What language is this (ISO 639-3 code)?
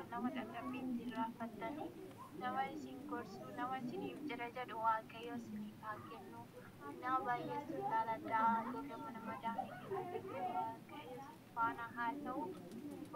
orm